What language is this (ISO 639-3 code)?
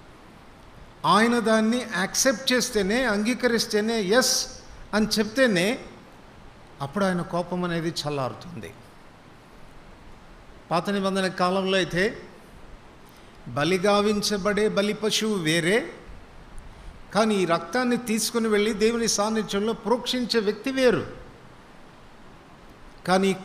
tel